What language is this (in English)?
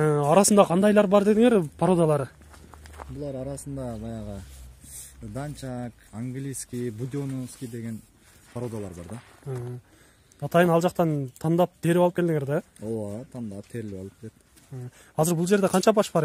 Kyrgyz